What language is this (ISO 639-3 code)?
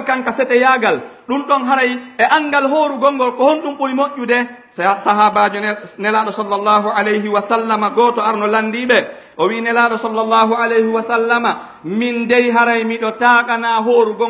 fuf